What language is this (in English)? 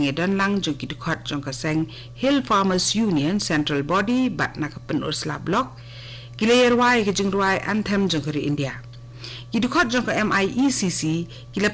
Khasi